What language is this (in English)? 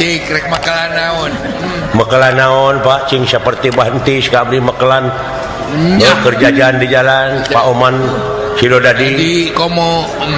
Sundanese